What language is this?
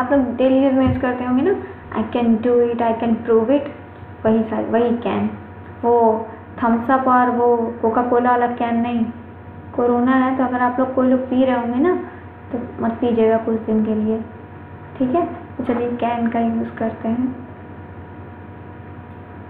Hindi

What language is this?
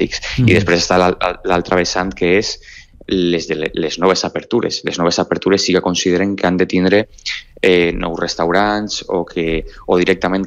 Catalan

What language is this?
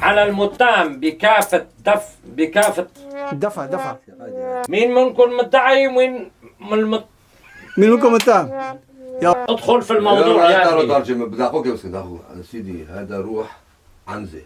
North Levantine Arabic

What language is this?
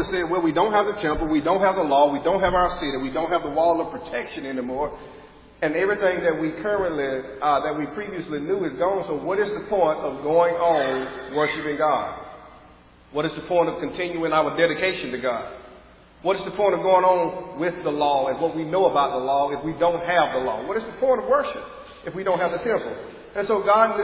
English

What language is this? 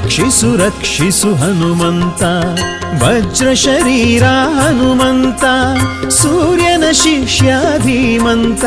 Kannada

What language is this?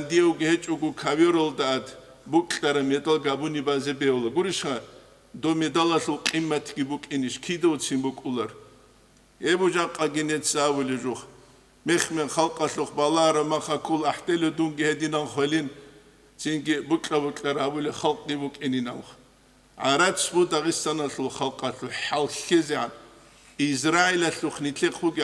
Avaric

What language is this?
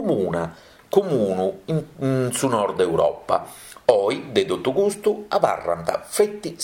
Sardinian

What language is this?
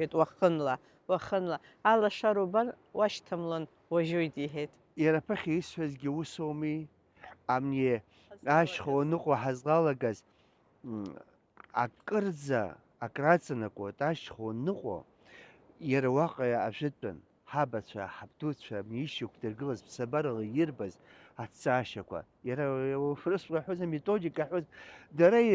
Abkhazian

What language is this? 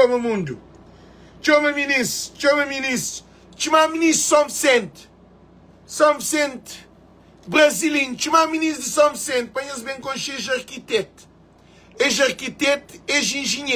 Kabuverdianu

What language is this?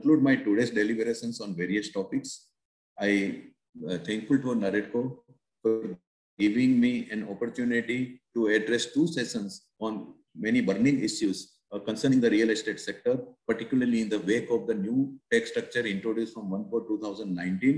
English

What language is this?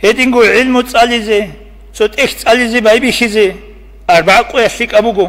Avaric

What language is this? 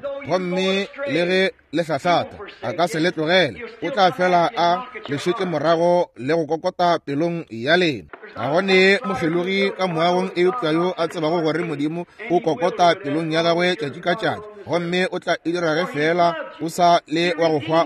Northern Sotho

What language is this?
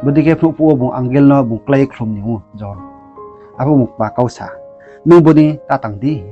Riang (India)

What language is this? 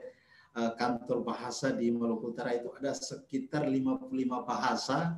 Indonesian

